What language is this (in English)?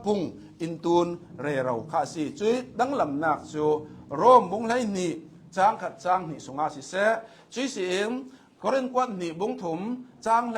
Hakha Chin